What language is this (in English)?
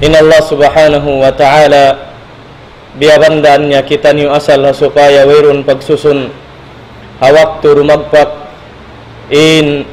Tausug